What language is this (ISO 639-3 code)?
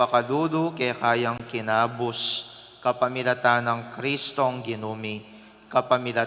pam